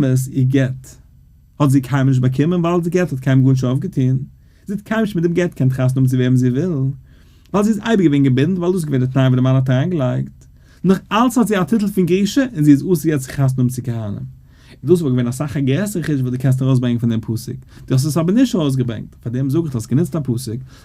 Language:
Yiddish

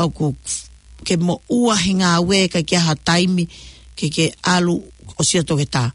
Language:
Tongan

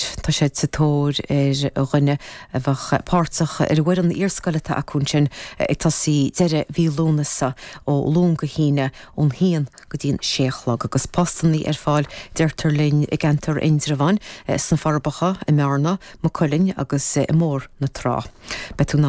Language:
Irish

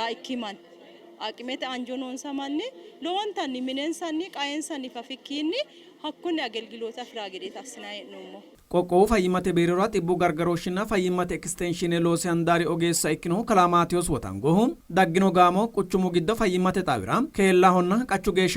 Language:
Sidamo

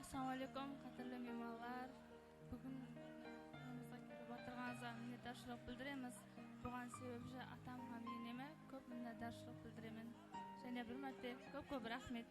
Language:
Kara-Kalpak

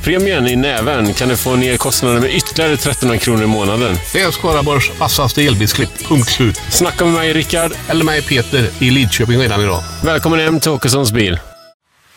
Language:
Swedish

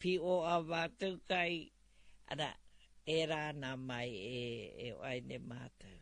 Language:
Māori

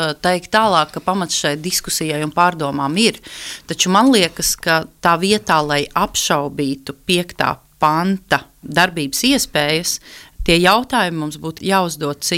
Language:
Latvian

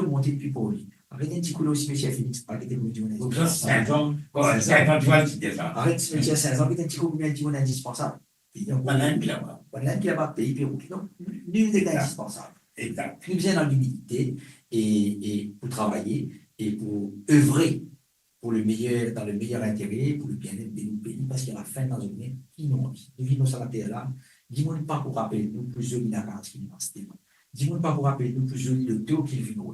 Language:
Morisyen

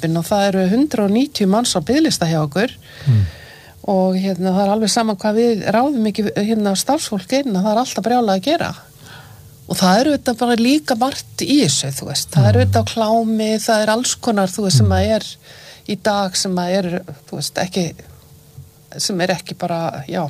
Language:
Icelandic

